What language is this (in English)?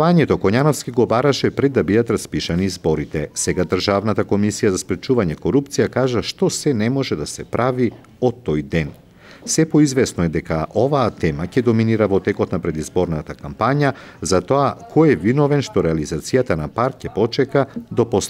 Macedonian